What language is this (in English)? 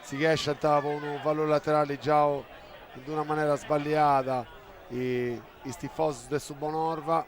Sardinian